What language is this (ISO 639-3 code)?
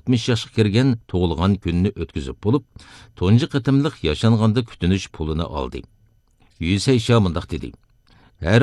uig